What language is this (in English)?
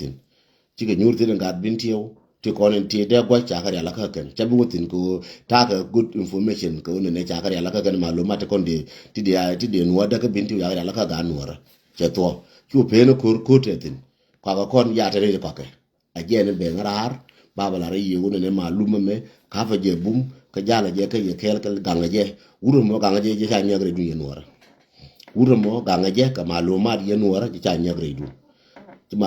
Nuer